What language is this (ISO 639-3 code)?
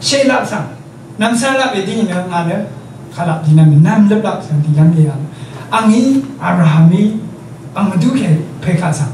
raw